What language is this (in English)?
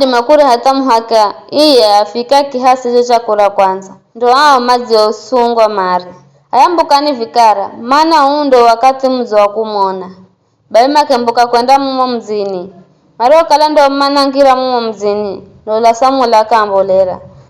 Giryama